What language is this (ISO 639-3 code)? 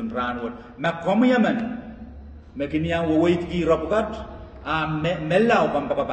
pon